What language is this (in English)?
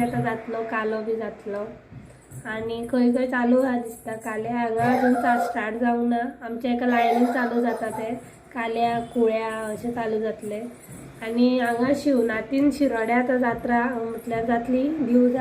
Konkani